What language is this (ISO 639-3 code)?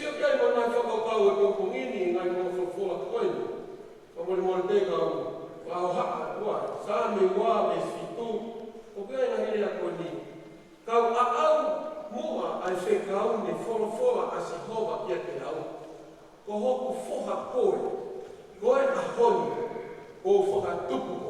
ton